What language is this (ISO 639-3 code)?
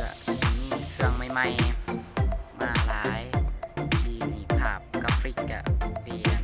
lao